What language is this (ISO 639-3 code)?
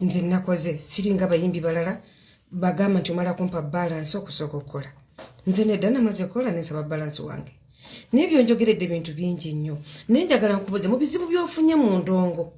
lug